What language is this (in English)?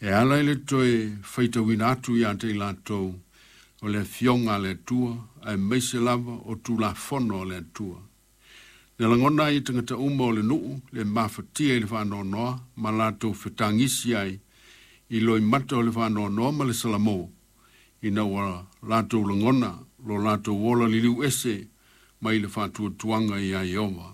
Samoan